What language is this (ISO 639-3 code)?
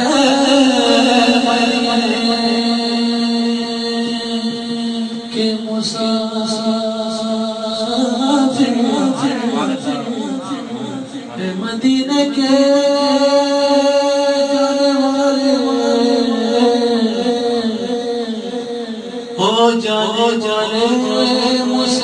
urd